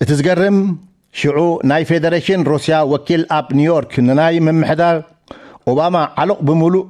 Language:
Tigrinya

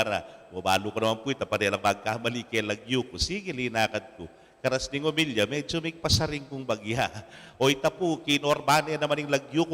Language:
Pampanga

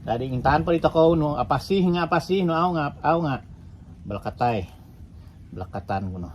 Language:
Central Dusun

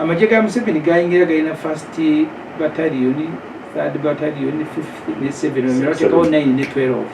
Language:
Ganda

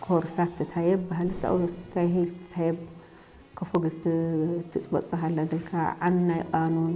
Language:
Tigre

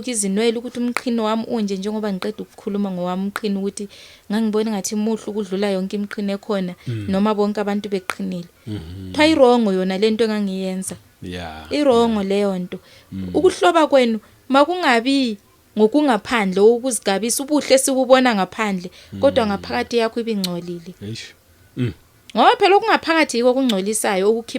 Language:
Zulu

